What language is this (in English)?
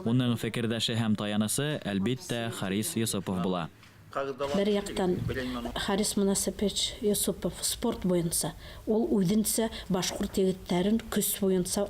Bashkir